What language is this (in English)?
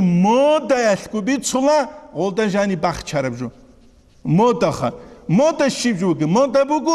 Avaric